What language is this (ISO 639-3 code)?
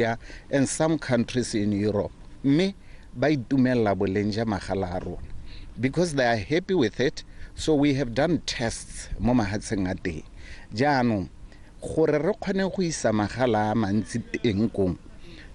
tsn